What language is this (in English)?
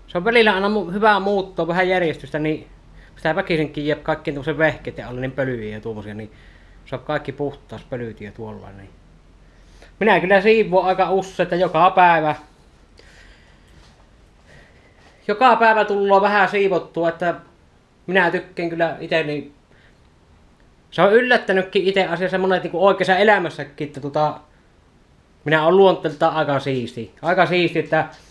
Finnish